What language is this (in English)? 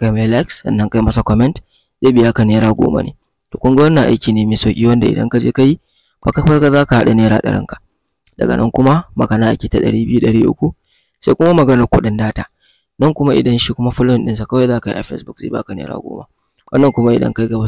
Hausa